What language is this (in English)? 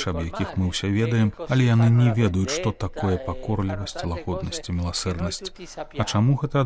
Belarusian